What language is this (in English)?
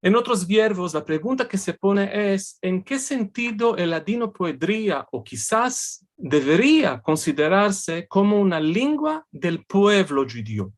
Ladino